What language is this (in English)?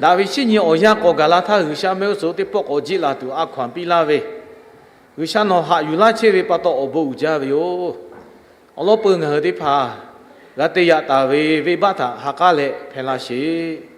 Lahu